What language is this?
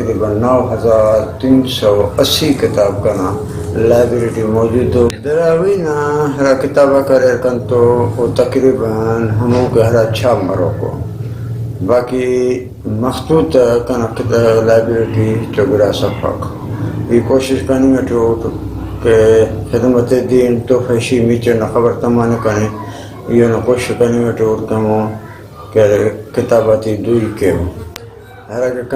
Brahui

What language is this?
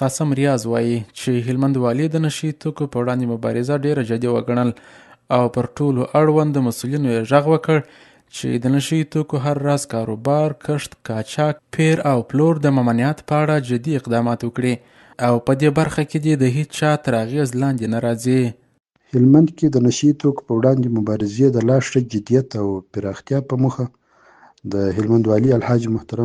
Pashto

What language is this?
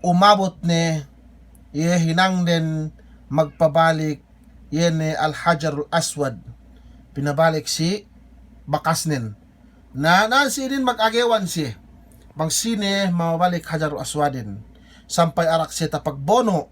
Yakan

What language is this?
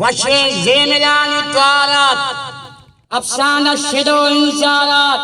Eastern Balochi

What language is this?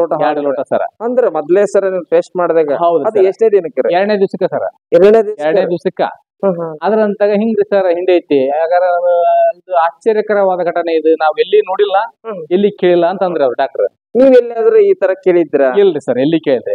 Kannada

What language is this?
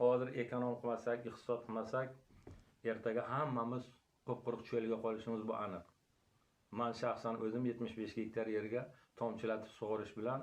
Uzbek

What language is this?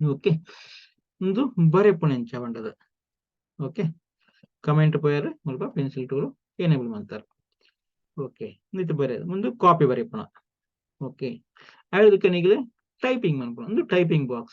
Tulu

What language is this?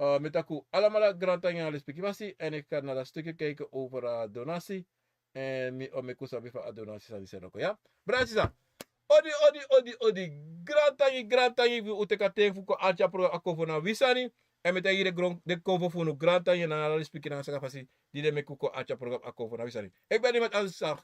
Sranan Tongo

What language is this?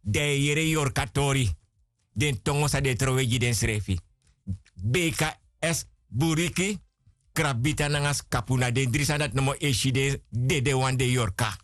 Sranan Tongo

